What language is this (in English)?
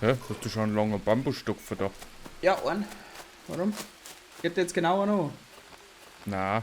Bavarian